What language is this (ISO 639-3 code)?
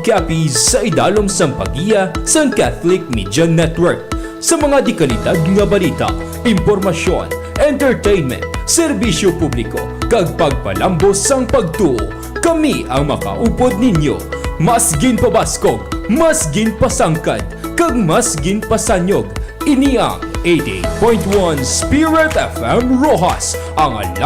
hil